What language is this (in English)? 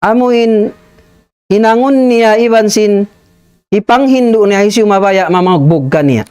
Tausug